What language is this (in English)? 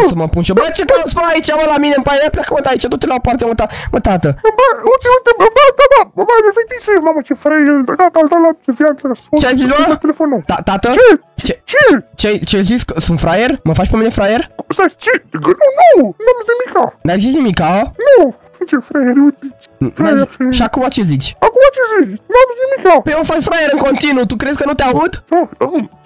Romanian